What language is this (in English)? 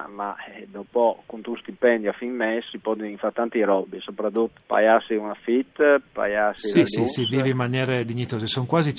Friulian